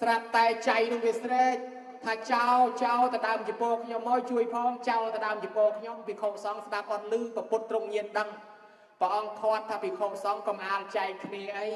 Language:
Khmer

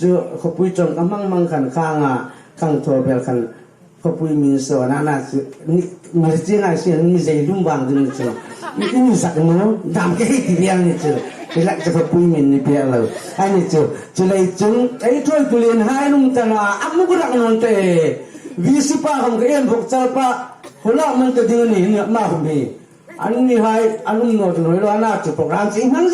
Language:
Hmar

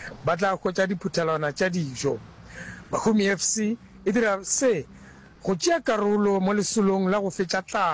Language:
Northern Sotho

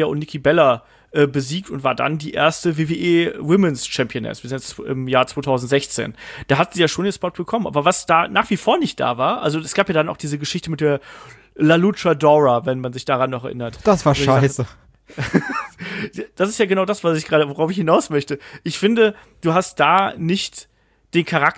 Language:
German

